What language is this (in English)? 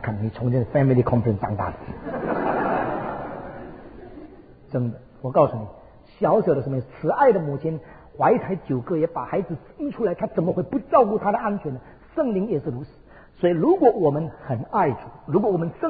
Chinese